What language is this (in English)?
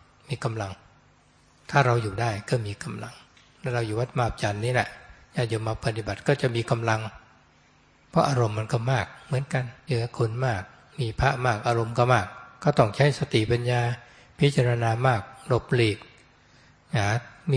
Thai